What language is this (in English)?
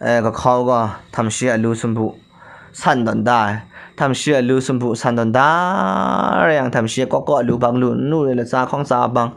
Kachin